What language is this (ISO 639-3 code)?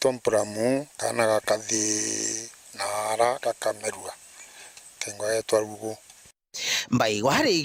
mer